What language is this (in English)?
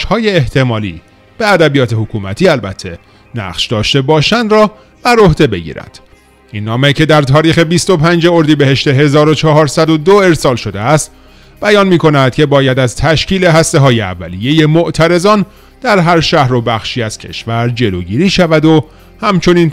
Persian